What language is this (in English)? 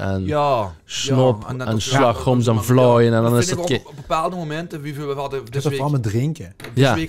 Limburgish